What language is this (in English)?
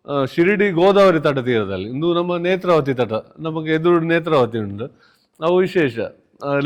Tulu